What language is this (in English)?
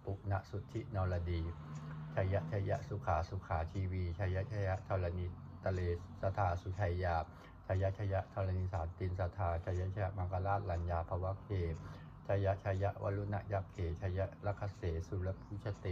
Pali